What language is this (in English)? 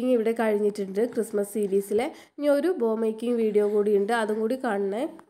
Malayalam